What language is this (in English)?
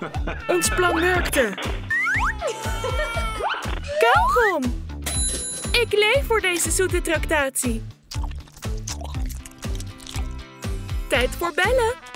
Dutch